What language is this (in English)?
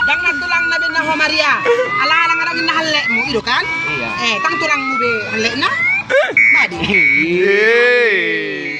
Batak Toba